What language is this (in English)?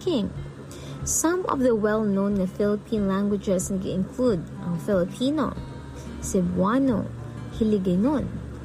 Hiligaynon